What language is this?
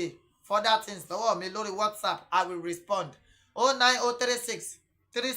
Yoruba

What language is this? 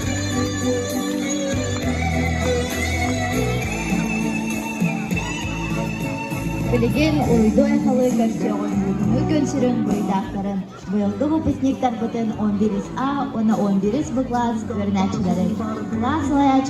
Yakut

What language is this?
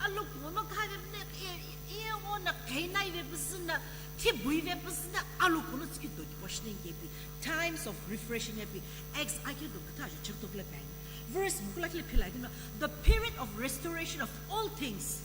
Sumi Naga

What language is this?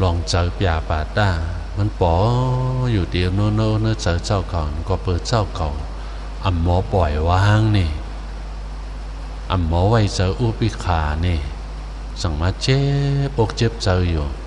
Shan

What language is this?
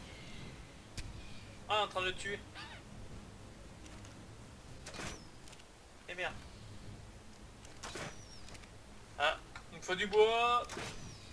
French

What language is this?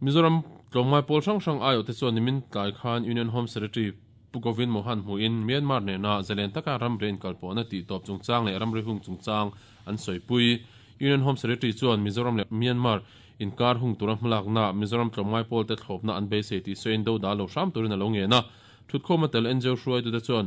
Mizo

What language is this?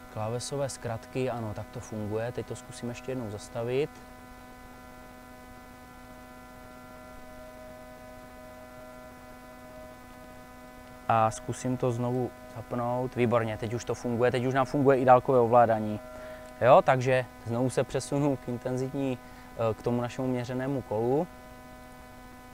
Czech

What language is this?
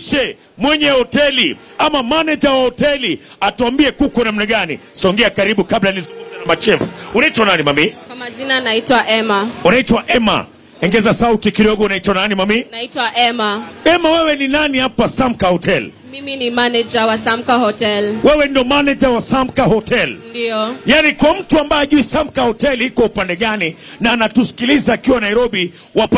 Swahili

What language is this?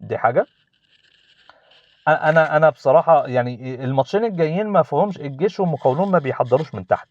Egyptian Arabic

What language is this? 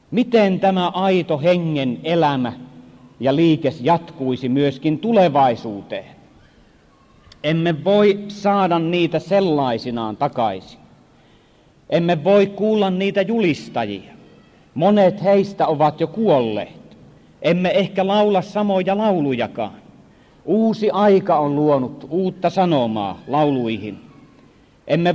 Finnish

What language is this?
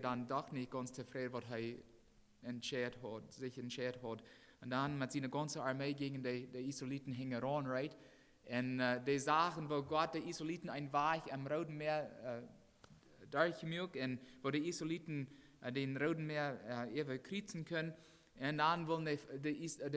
Plautdietsch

